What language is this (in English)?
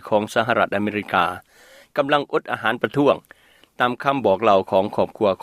Lao